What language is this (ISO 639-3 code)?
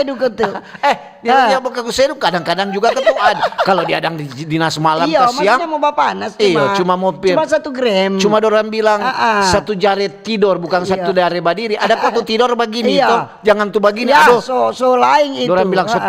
xmm